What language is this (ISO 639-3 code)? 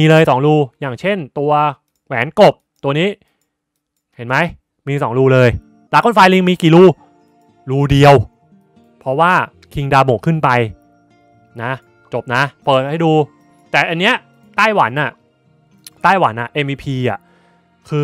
tha